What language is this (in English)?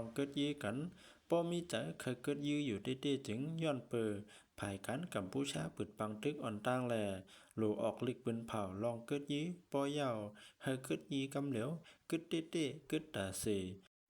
Shan